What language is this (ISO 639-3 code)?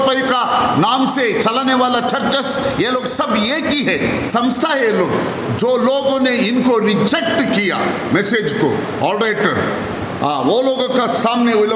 hin